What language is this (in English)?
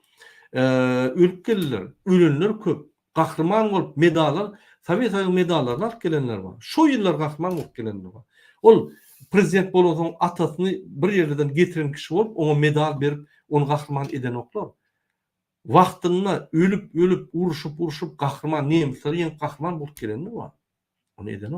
Turkmen